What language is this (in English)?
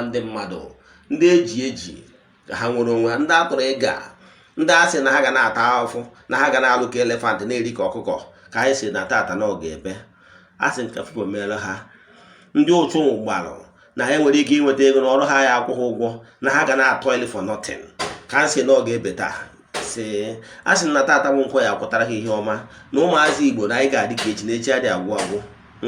Igbo